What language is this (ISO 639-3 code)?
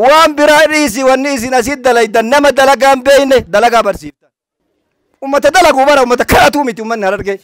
orm